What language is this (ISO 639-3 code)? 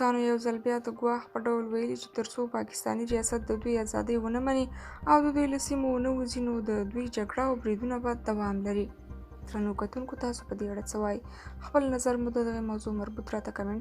pus